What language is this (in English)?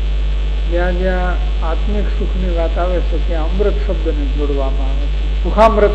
Gujarati